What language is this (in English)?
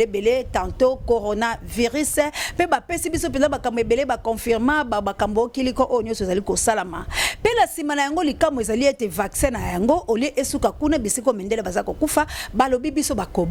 Lingala